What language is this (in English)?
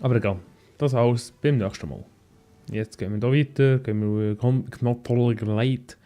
Swiss German